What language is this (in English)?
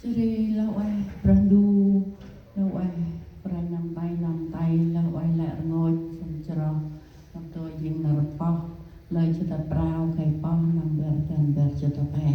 Central Mnong